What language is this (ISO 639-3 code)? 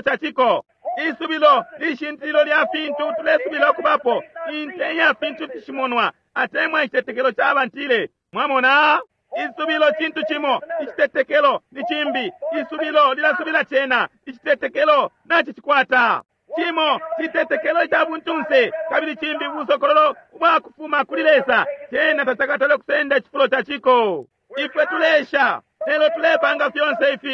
bem